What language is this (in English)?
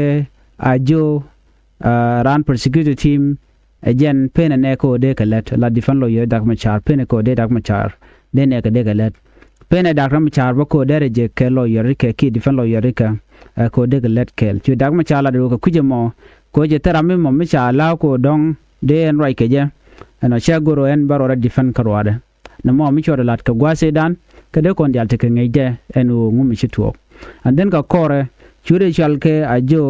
Nuer